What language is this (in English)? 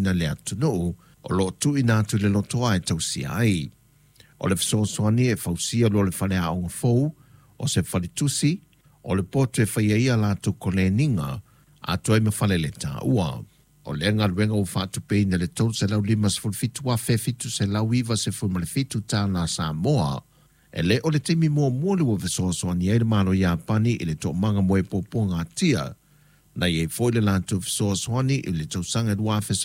Samoan